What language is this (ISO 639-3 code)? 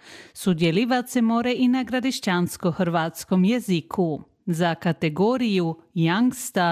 hrv